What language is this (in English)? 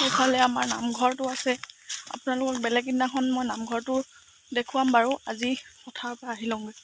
Assamese